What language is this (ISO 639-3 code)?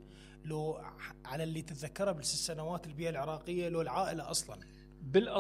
acm